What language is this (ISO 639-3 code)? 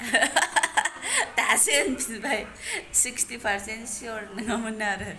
brx